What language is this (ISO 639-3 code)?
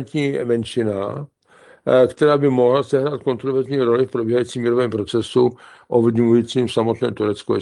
ces